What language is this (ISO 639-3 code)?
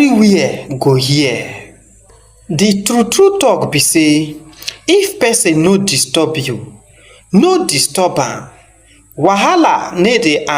pcm